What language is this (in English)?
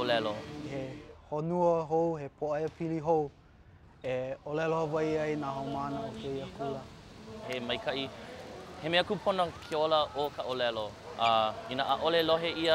Hawaiian